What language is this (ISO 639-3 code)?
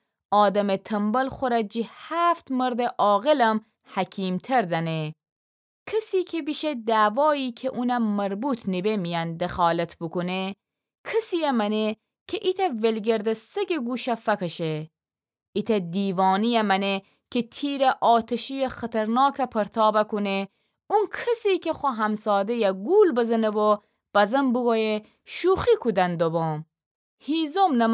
glk